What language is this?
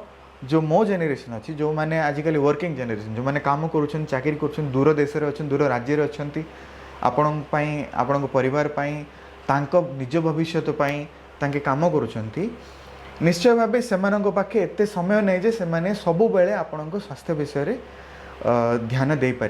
Odia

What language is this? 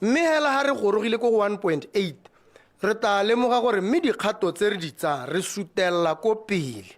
Tswana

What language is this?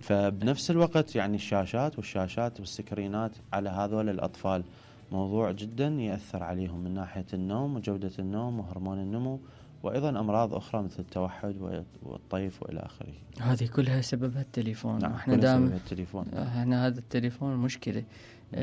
Mesopotamian Arabic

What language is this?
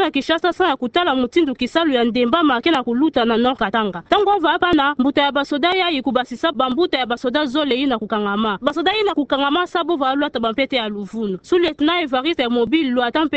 Kituba (Democratic Republic of Congo)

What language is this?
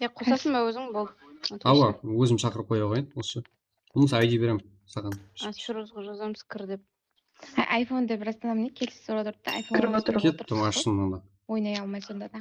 Kara-Kalpak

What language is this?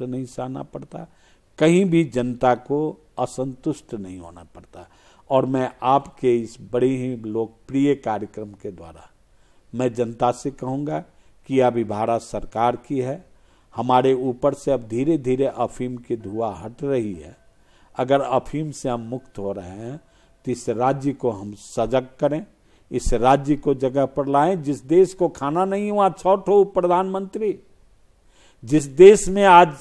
Hindi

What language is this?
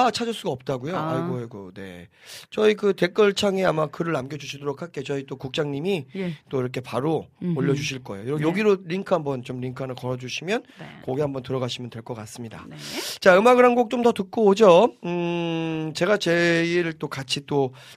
Korean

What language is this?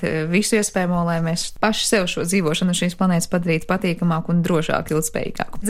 Latvian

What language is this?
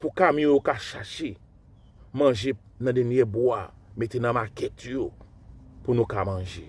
Haitian Creole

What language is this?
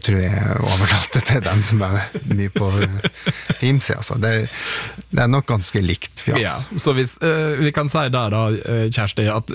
Norwegian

